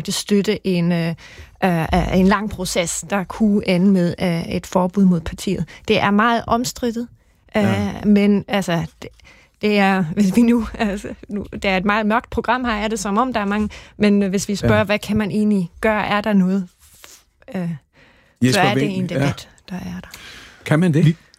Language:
Danish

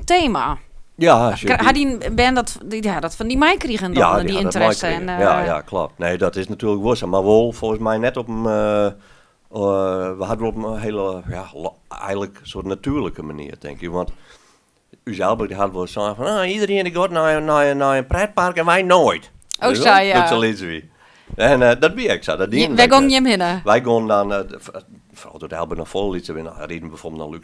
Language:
Western Frisian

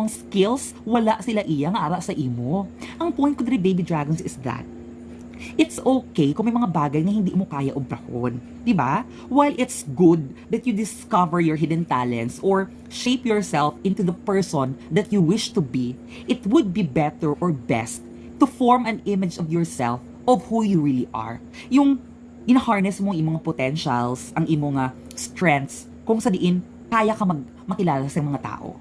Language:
Hiligaynon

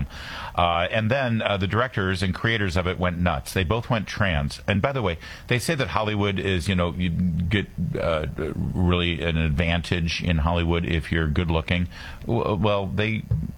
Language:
English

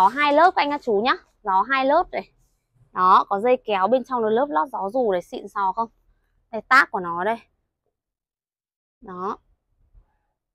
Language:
Vietnamese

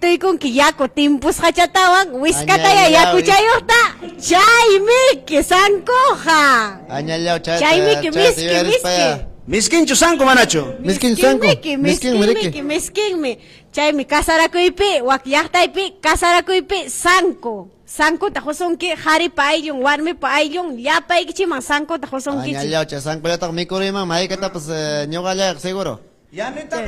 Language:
Ayacucho Quechua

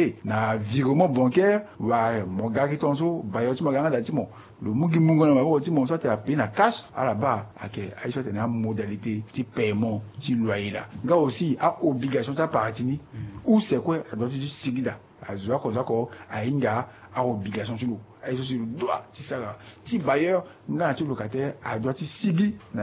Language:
Sango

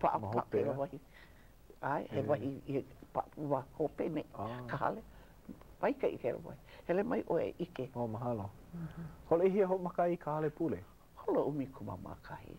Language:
Hawaiian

